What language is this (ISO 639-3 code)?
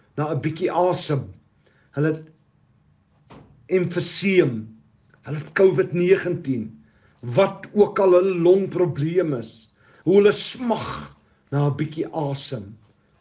afr